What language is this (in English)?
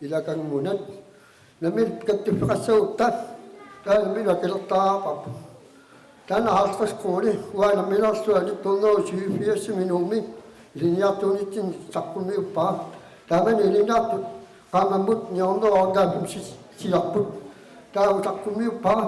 Kalaallisut